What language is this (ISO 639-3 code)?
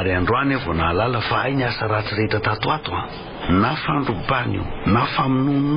mlg